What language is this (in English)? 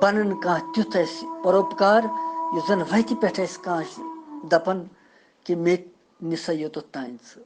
Kashmiri